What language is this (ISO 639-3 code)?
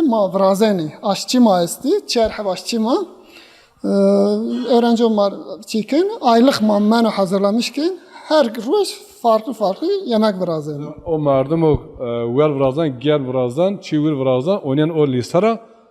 zza